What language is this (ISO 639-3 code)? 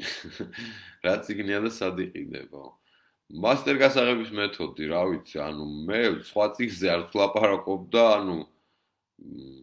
kat